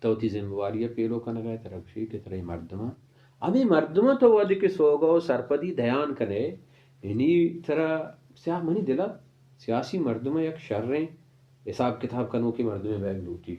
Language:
Baluchi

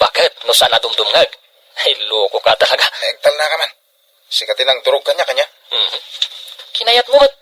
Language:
Iloko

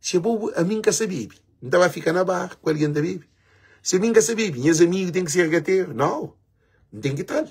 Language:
Kabuverdianu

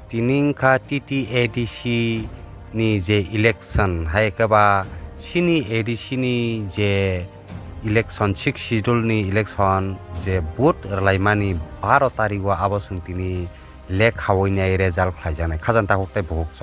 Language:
Kok Borok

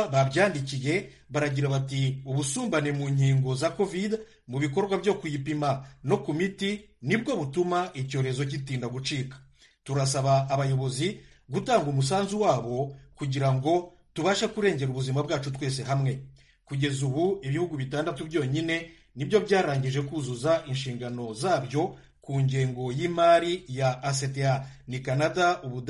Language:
Kinyarwanda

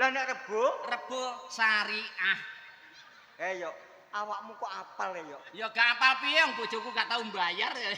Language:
Javanese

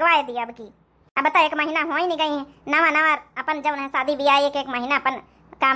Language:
Awadhi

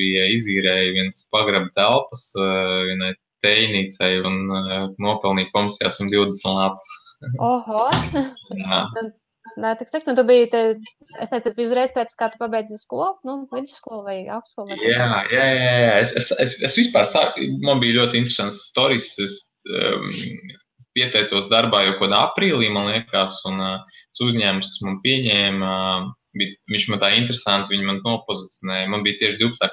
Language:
Latvian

